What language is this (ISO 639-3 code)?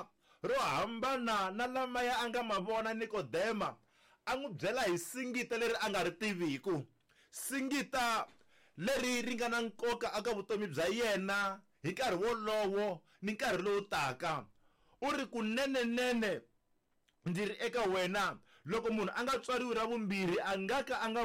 tso